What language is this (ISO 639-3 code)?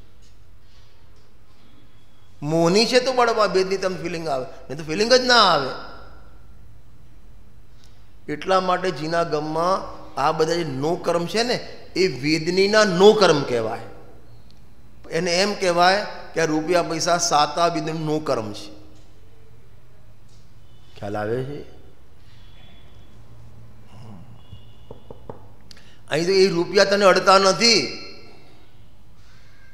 guj